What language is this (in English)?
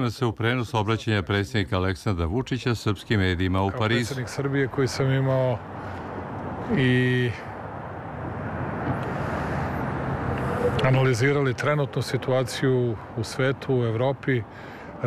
Serbian